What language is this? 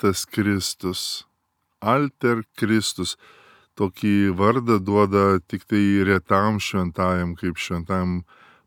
Lithuanian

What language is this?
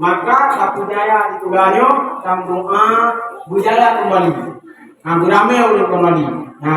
Achinese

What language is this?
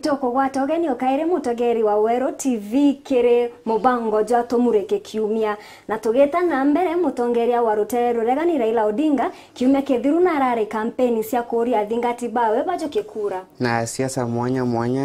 Meru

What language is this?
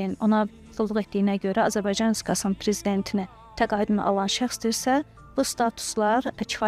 Azerbaijani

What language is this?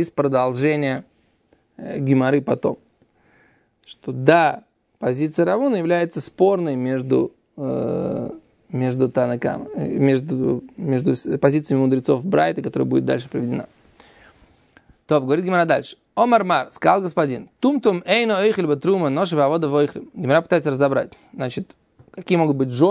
Russian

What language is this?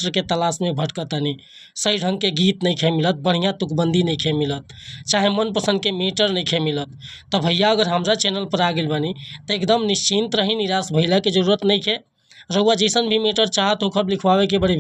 Bhojpuri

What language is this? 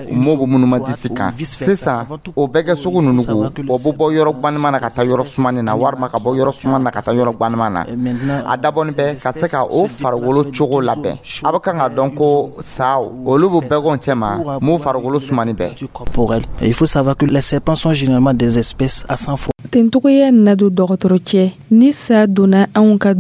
Dyula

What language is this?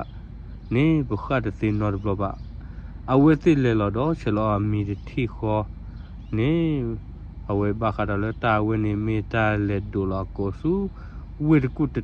S'gaw Karen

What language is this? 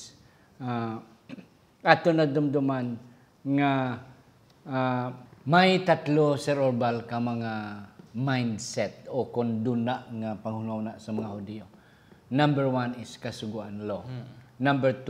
Hiligaynon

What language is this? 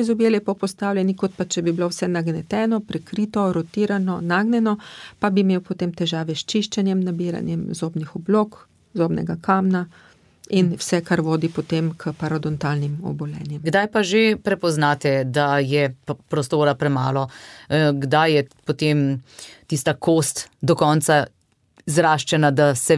Slovenian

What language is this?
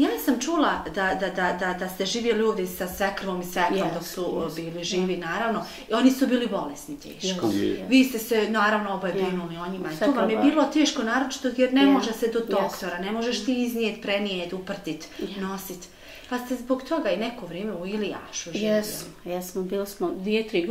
Bosnian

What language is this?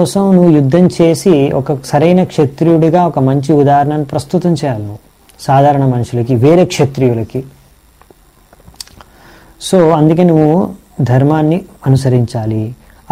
Telugu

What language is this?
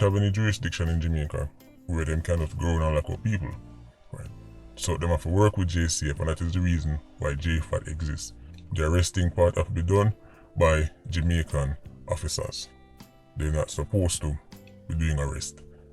Jamaican Creole English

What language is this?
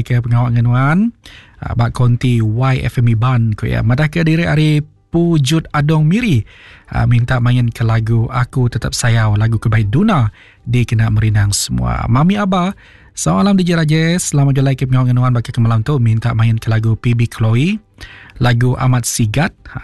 Iban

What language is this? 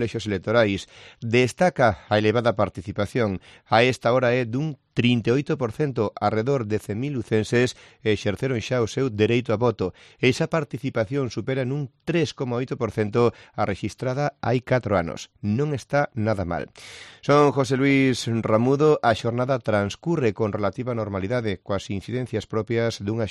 Galician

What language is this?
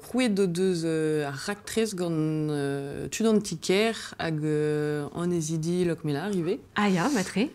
Breton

